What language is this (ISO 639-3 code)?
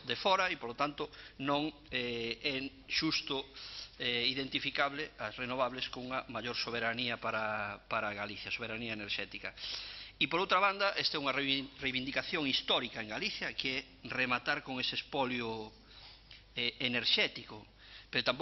glg